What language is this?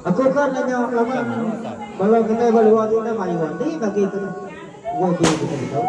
Iban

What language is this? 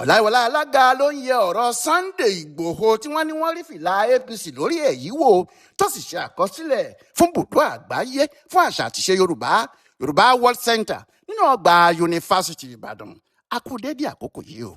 Yoruba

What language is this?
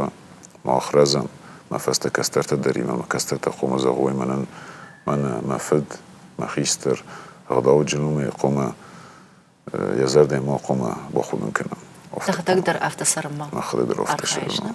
Ossetic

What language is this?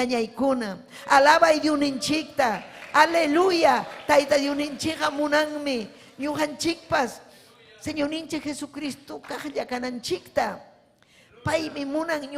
Ayacucho Quechua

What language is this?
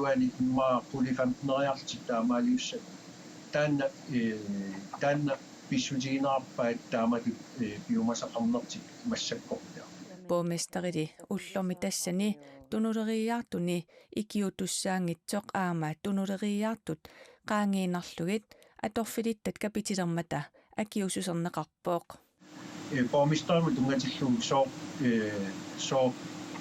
Kalaallisut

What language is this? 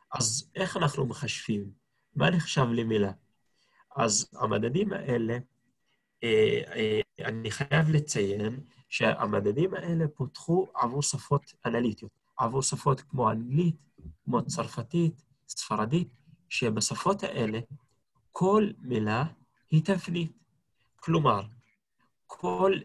Hebrew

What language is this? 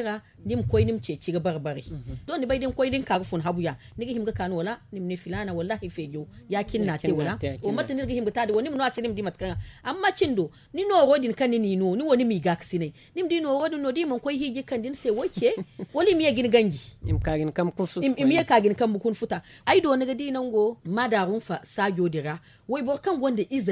Zarma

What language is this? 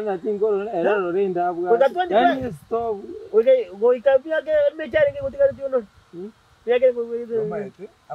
Gusii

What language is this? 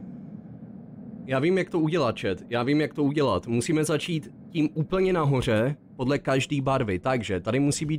Czech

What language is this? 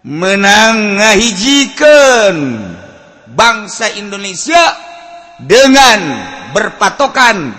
Sundanese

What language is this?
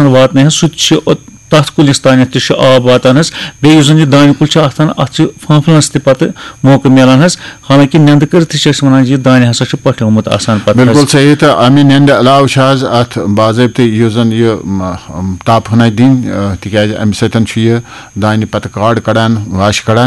Kashmiri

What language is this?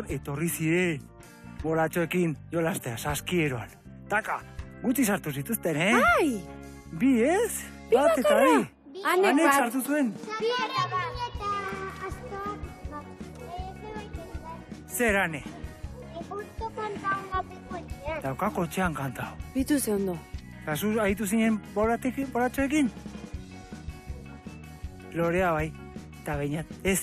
Basque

